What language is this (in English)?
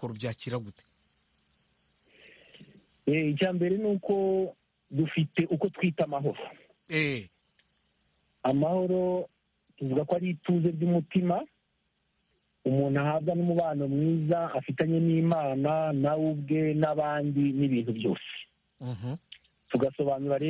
Kinyarwanda